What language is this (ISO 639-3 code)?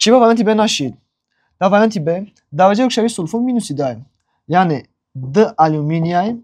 tgk